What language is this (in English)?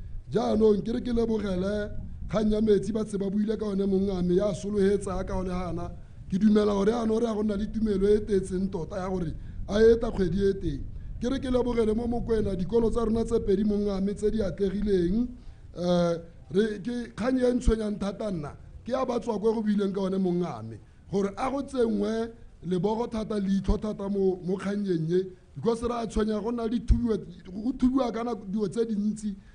Tswana